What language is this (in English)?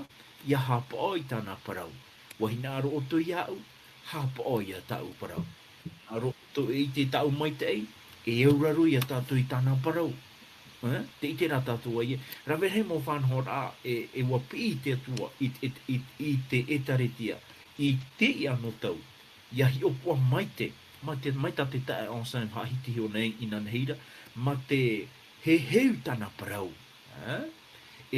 Tahitian